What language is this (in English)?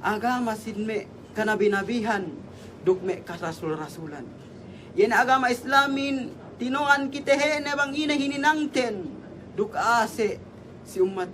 Yakan